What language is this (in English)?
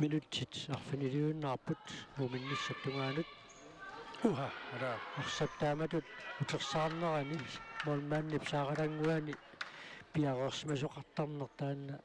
Kalaallisut